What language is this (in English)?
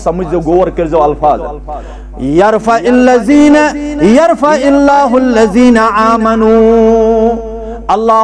Kashmiri